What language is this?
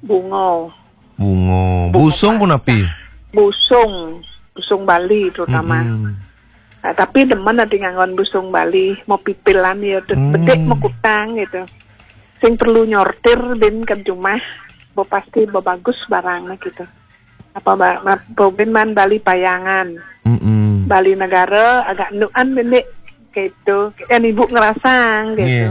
Balinese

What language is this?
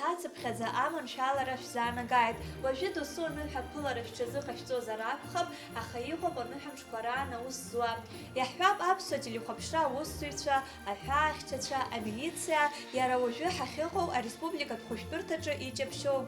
Abkhazian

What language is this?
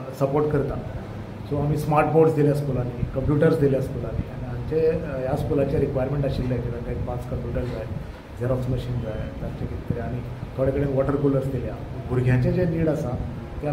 Konkani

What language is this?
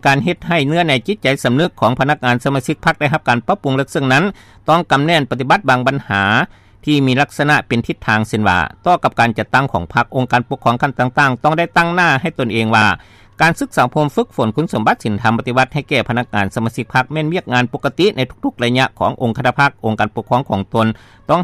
Lao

